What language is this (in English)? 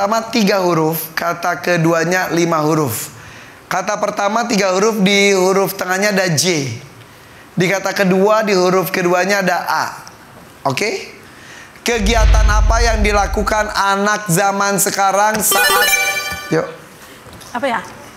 Indonesian